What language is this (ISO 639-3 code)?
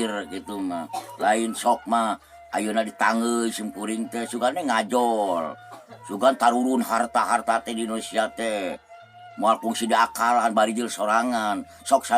sun